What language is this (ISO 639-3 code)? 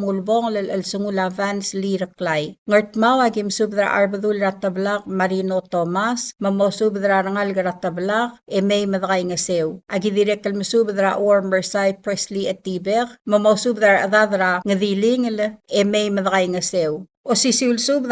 pau